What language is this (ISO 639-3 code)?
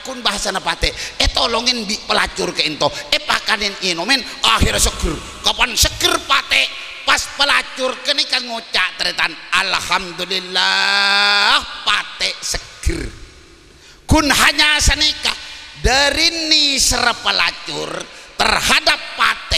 mad